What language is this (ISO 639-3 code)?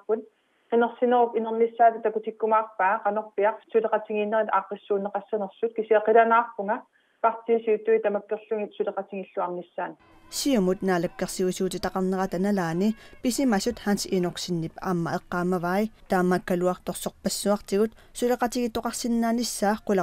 kal